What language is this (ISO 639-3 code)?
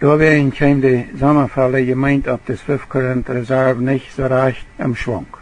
pdt